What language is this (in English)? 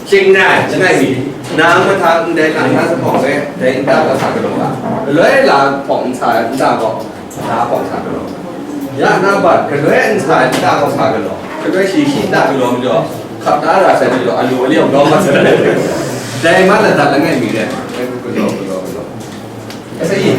Kachin